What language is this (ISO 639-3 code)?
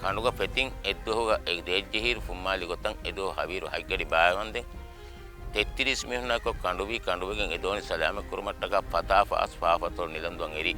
div